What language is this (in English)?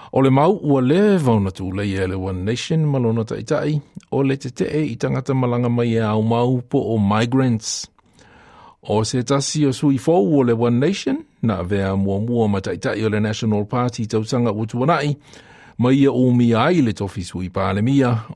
Samoan